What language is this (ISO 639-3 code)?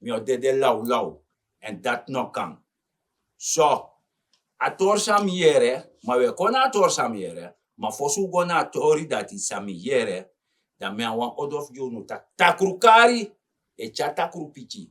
srn